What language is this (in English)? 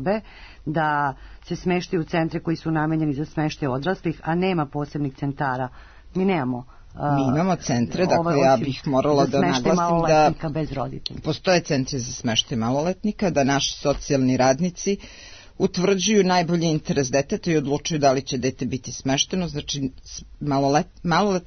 Serbian